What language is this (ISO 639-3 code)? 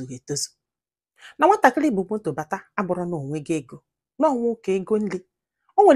ibo